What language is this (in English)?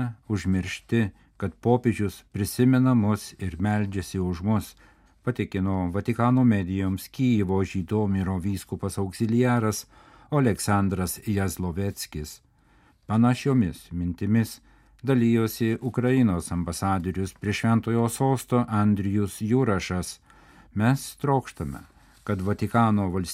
Lithuanian